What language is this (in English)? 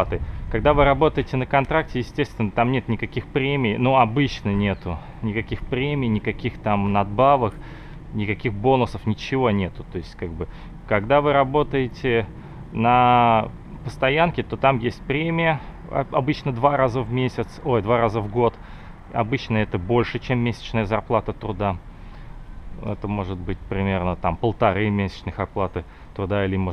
Russian